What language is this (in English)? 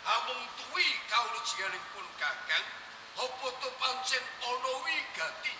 Javanese